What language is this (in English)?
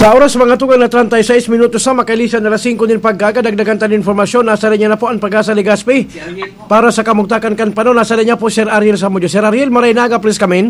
Bikol